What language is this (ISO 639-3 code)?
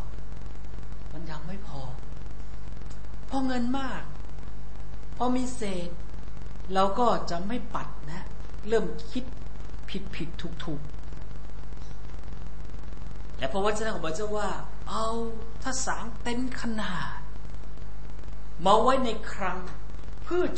tha